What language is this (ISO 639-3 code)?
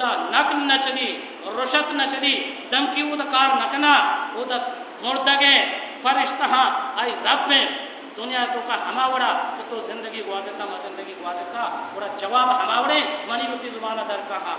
bal